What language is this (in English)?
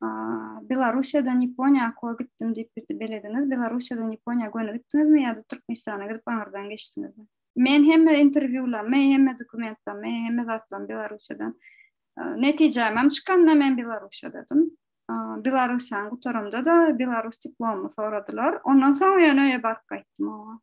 Turkmen